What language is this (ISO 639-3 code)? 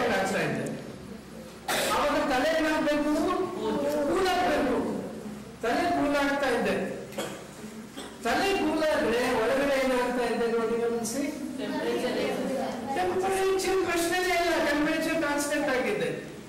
kan